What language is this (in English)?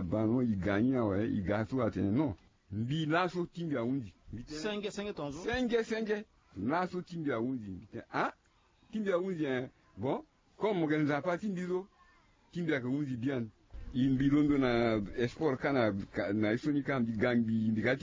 Sango